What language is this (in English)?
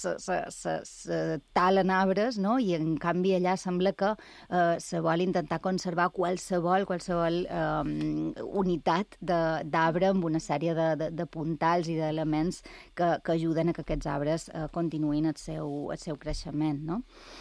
Catalan